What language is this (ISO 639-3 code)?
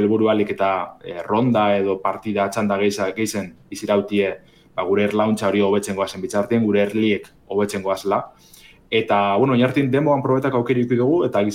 eus